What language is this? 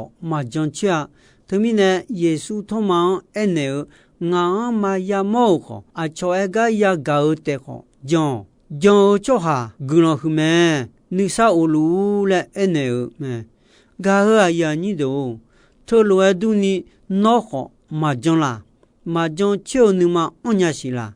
Akha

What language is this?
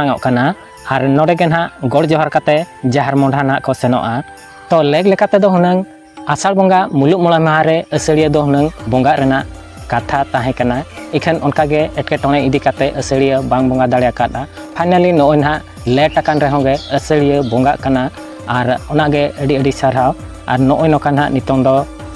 Santali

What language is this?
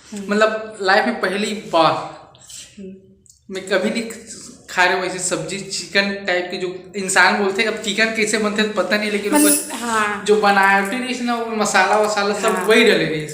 Chhattisgarhi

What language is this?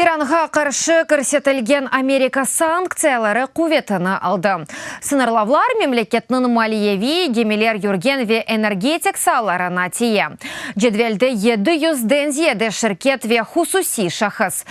Crimean Tatar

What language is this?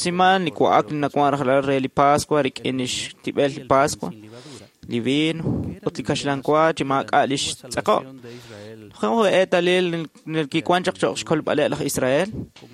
Kekchí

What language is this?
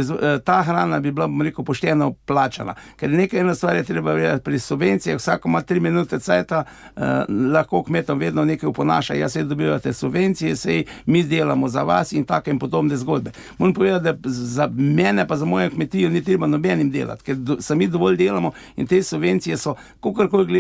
Slovenian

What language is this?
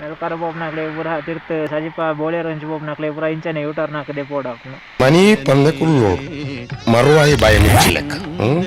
Tulu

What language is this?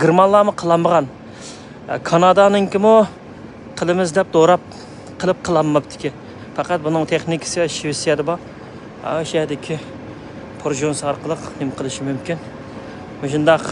Uyghur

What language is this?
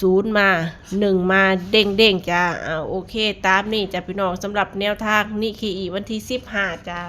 Northeastern Thai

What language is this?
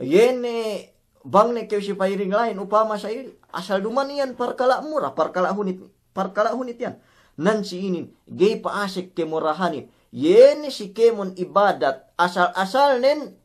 Yakan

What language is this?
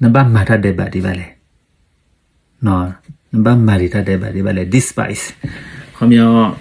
S'gaw Karen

